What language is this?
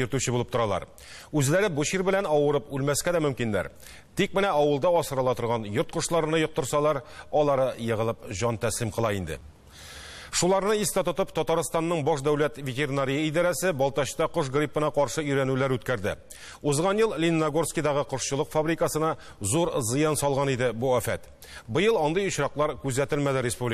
Tatar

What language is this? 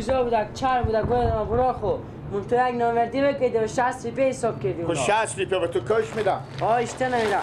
Persian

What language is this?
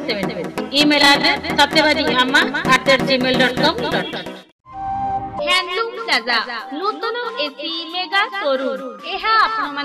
Odia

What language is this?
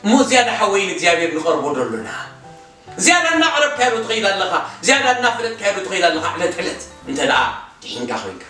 Tigrinya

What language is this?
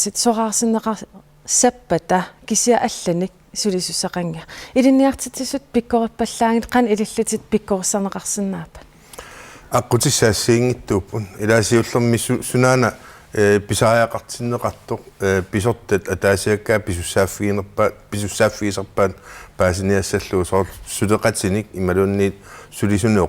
Kalaallisut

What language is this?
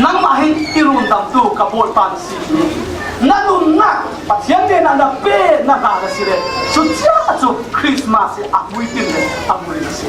Falam Chin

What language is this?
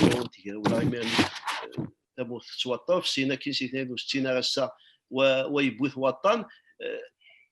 Kabyle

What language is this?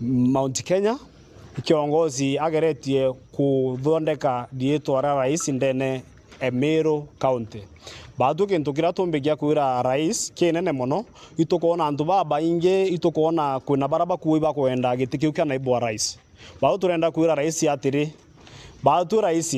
Meru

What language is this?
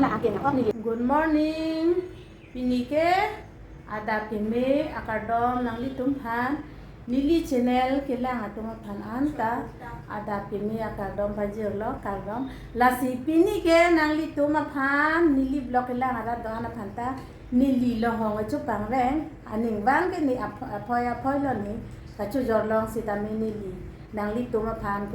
Karbi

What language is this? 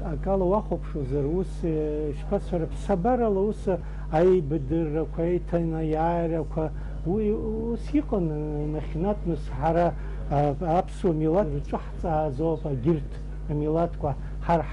Abkhazian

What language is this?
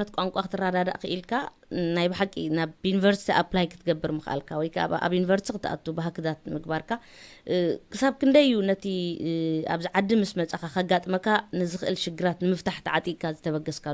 Tigrinya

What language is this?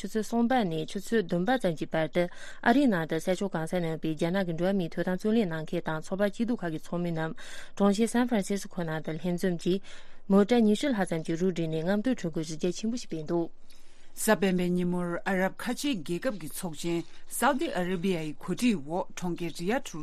Tibetan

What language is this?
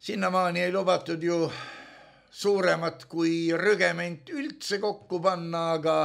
Estonian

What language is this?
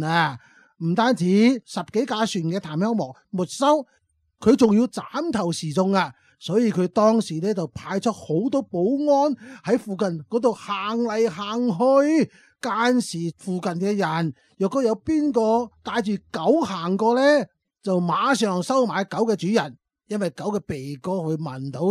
Cantonese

